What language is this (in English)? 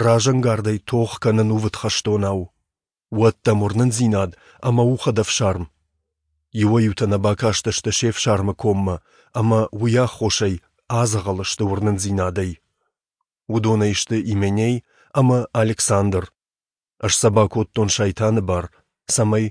Ossetic